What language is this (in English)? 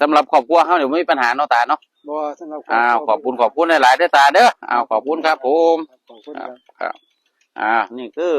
Northeastern Thai